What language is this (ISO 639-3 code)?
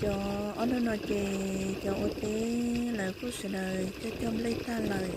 hmn